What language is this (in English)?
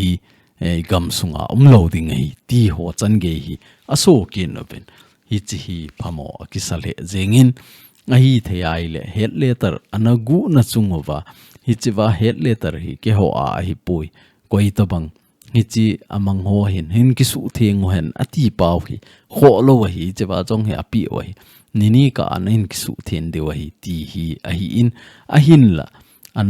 Thado Chin